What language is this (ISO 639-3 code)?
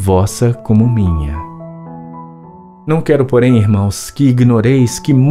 por